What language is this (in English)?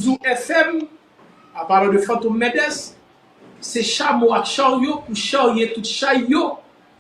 Haitian Creole